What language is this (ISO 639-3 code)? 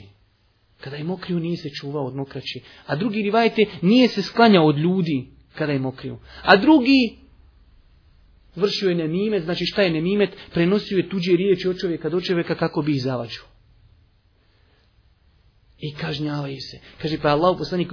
bos